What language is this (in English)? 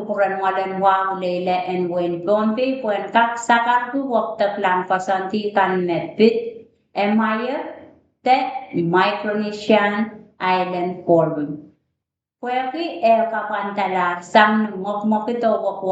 Pohnpeian